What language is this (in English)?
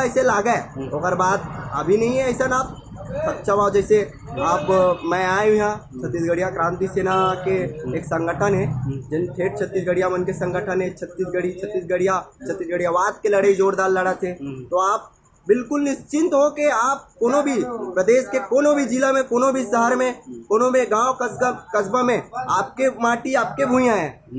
Chhattisgarhi